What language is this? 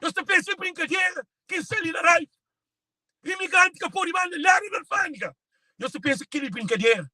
Kabuverdianu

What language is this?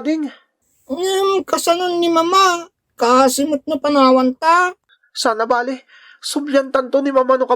Iloko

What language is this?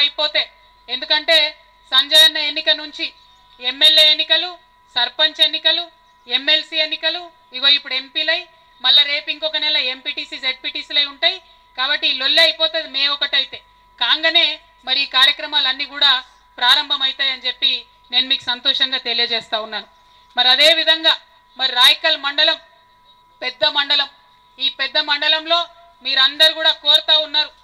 Telugu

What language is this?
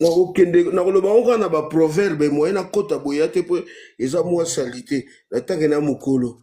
Lingala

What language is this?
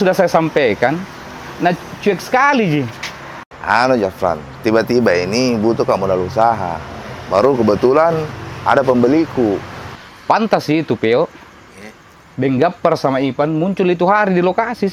Makassar Malay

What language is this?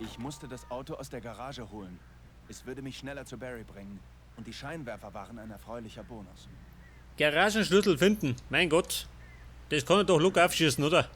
Bavarian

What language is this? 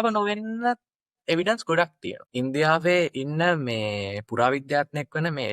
Sinhala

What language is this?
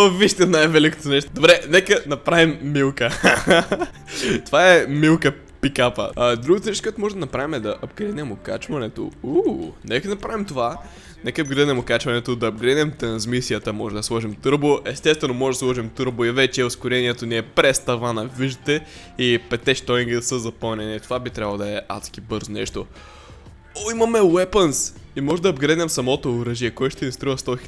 Bulgarian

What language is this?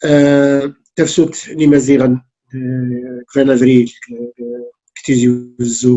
Kabyle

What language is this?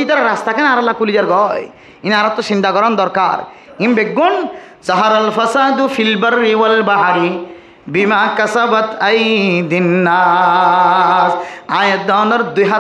Rohingya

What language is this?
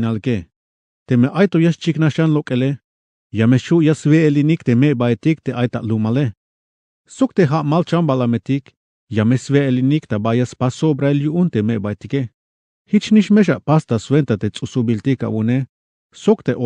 Tzeltal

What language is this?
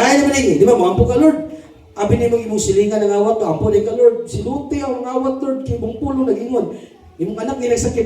Cebuano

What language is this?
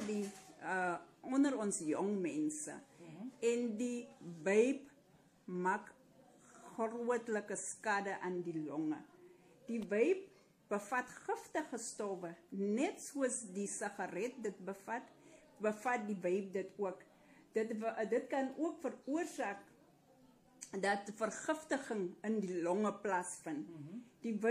Afrikaans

